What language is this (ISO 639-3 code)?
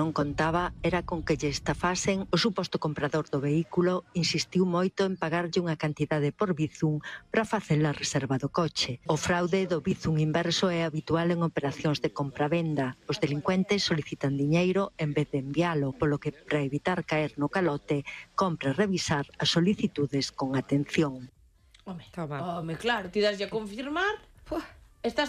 glg